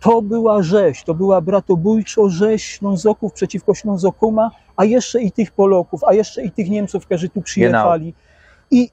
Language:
Silesian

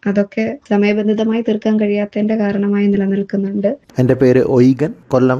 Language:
Malayalam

